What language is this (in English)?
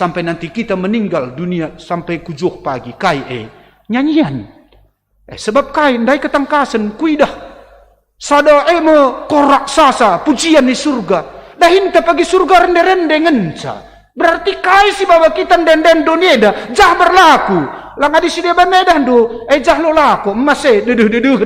Batak Karo